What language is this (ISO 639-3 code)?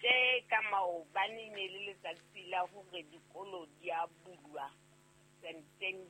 sot